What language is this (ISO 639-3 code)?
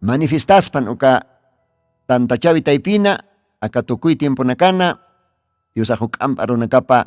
aym